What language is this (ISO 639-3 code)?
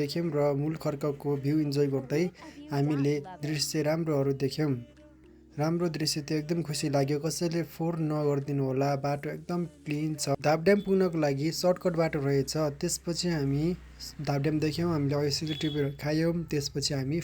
nep